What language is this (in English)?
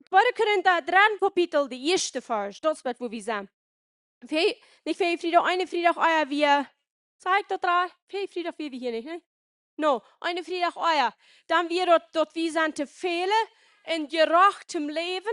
Plautdietsch